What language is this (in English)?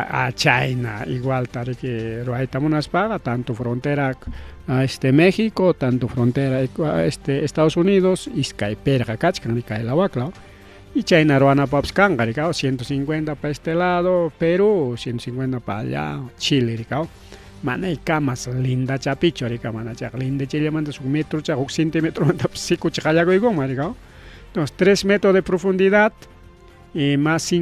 Ayacucho Quechua